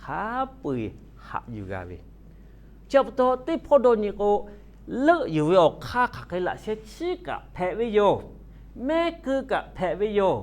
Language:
Lahu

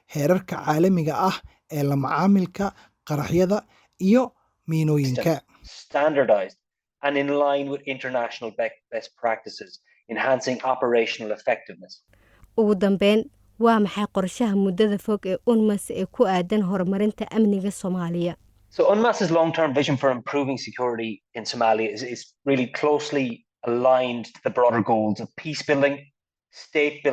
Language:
Somali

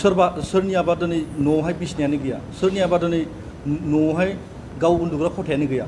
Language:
Bodo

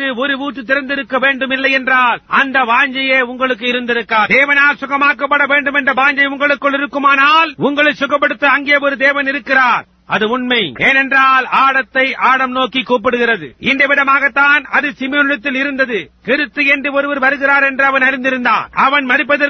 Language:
Tamil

